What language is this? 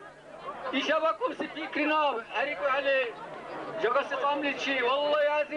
Dargwa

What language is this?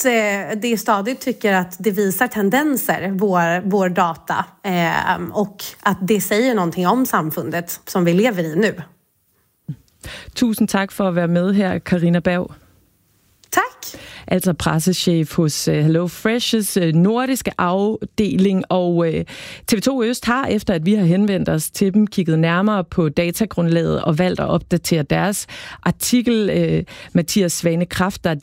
Danish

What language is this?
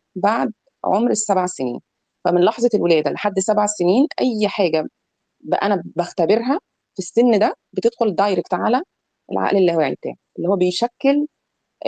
Egyptian Arabic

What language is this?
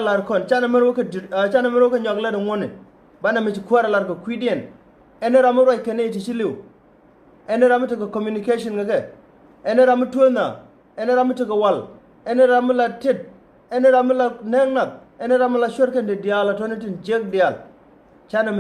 Nuer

